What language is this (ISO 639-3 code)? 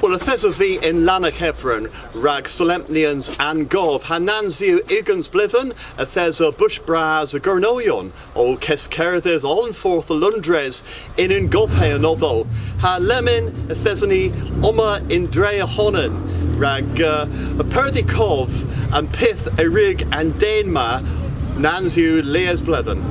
cor